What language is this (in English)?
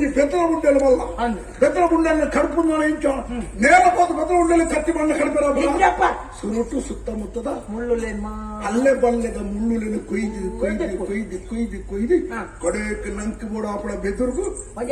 Tulu